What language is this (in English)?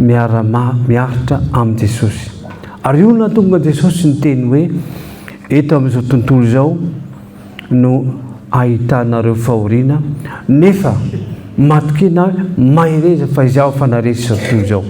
Malagasy